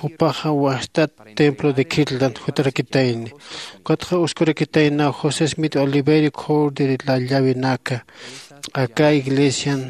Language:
Aymara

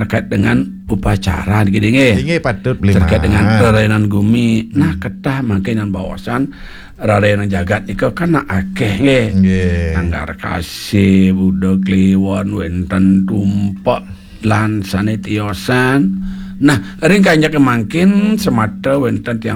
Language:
Balinese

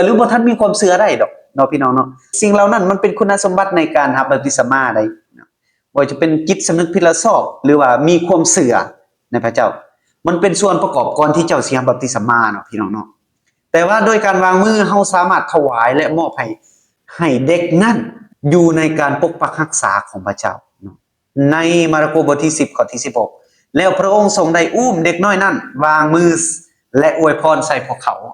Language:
Lao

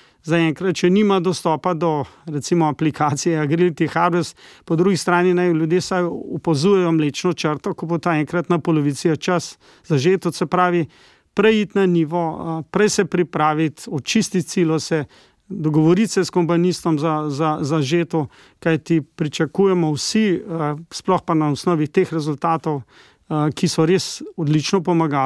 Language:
Slovenian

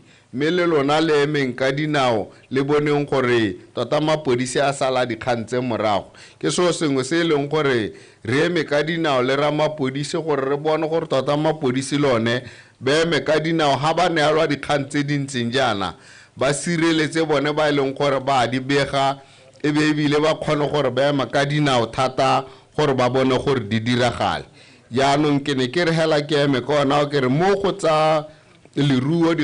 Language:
Tswana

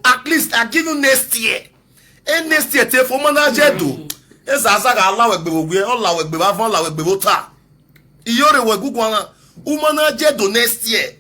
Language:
Nigerian Pidgin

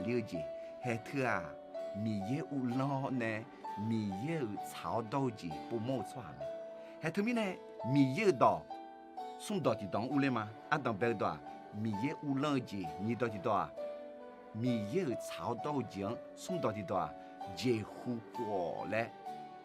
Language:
Akha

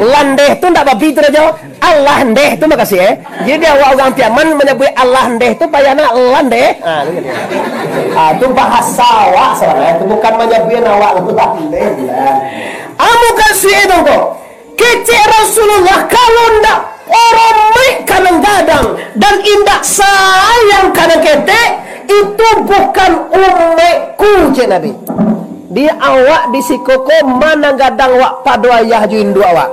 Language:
Minangkabau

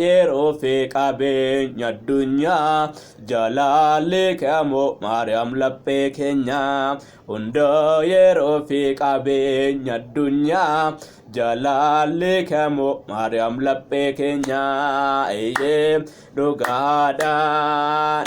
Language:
Oromo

